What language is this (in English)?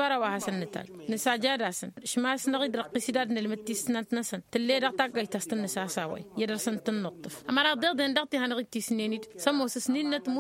Tamasheq